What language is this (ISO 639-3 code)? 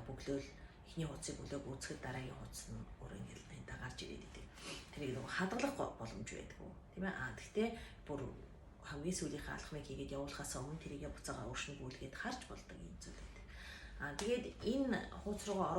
mon